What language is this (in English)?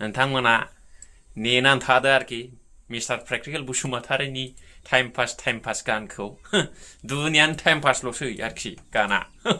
Bodo